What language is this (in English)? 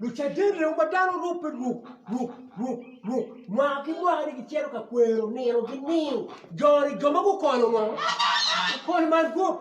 Acoli